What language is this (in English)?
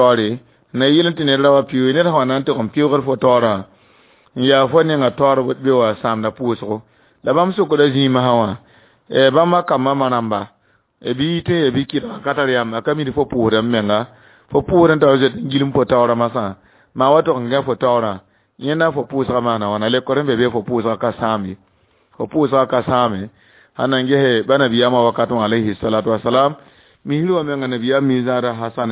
Mossi